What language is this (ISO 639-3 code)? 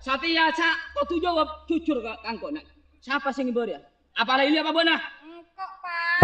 mad